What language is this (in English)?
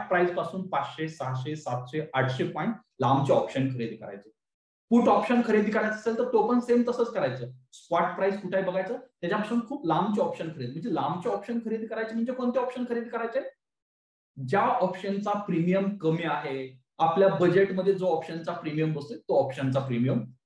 Marathi